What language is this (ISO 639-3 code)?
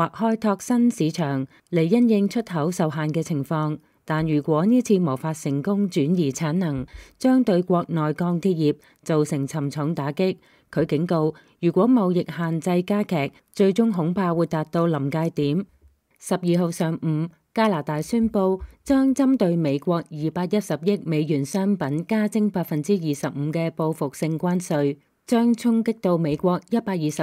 yue